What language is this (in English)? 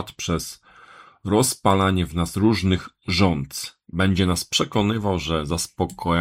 Polish